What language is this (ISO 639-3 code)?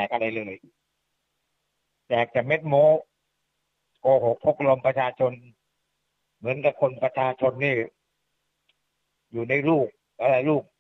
tha